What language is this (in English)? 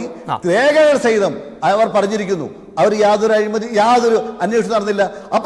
Malayalam